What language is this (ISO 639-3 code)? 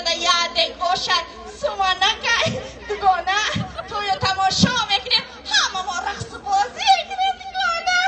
tgk